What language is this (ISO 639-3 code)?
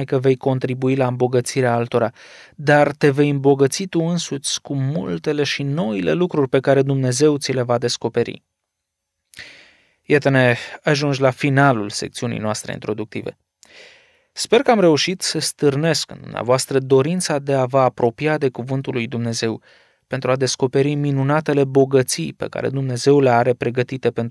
ron